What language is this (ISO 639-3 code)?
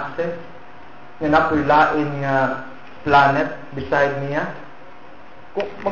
ceb